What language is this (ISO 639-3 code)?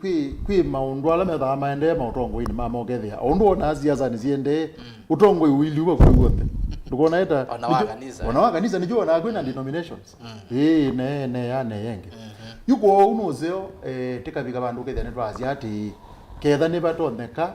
kam